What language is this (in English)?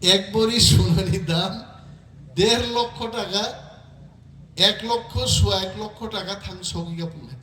Kok Borok